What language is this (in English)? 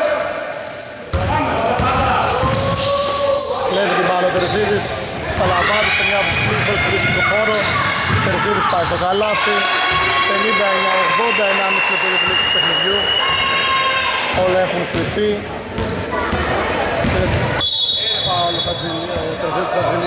Greek